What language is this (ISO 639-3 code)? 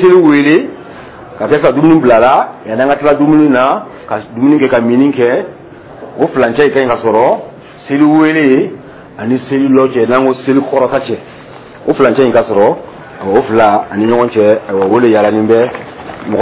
dyu